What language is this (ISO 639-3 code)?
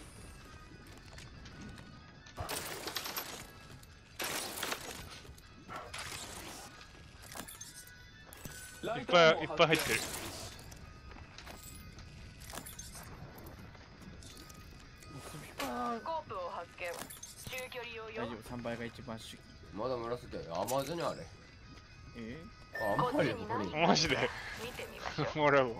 jpn